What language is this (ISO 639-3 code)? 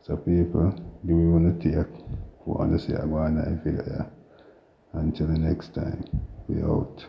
jam